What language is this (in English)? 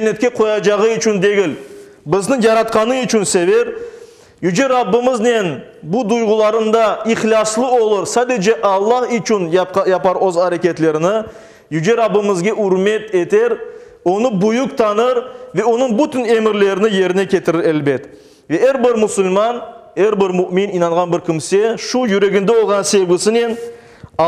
Crimean Tatar